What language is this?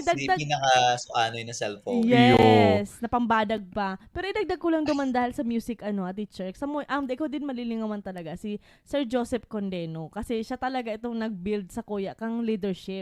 Bikol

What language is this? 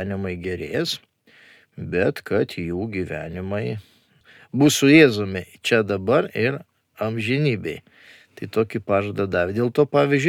Lithuanian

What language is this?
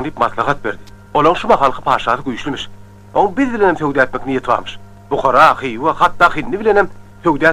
Turkmen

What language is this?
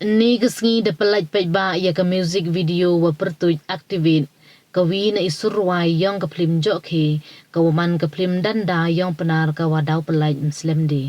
Pnar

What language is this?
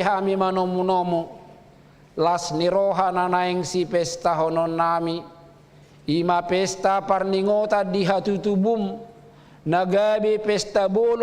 Batak Toba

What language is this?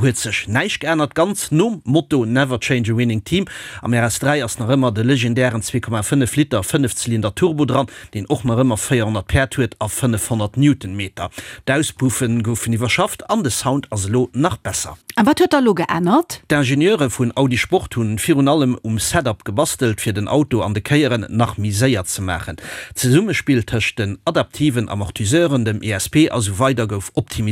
Luxembourgish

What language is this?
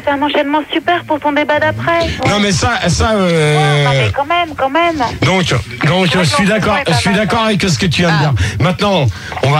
French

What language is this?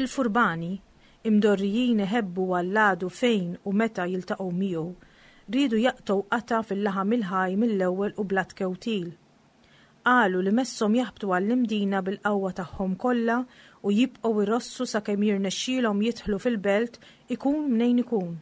Maltese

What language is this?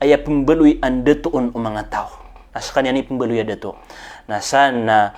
Maranao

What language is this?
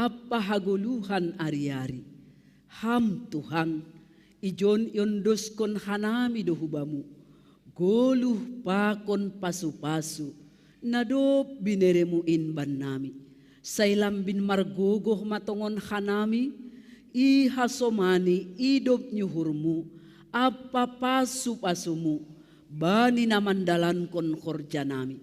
Batak Simalungun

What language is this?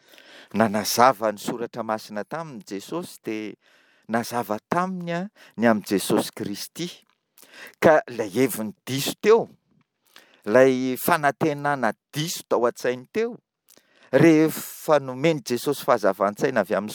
Malagasy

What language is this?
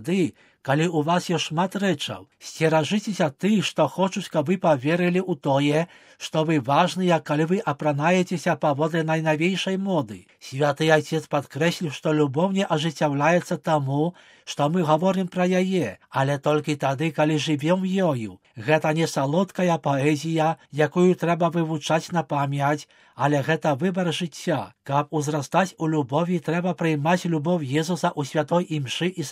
Belarusian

